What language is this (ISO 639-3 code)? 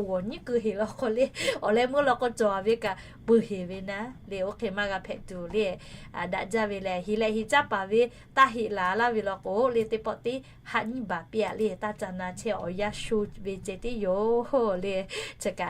lhu